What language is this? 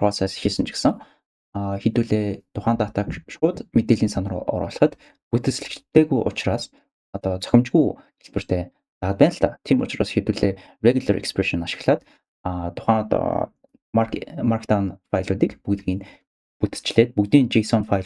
Mongolian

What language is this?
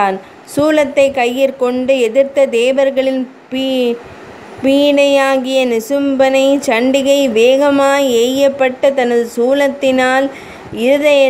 Tamil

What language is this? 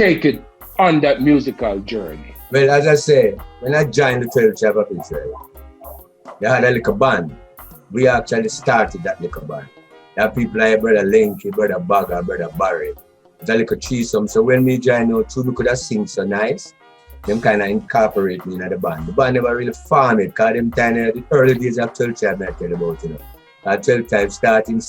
Jamaican Creole English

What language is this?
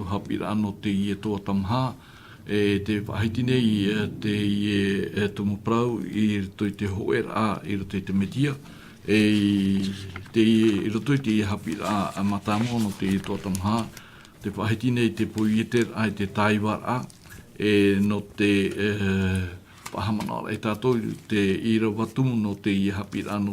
Tahitian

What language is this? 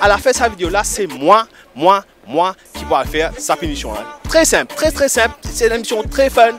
Morisyen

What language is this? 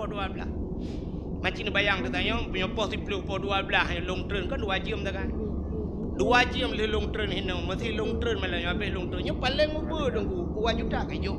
Achinese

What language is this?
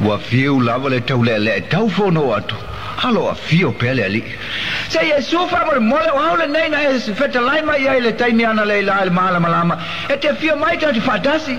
Samoan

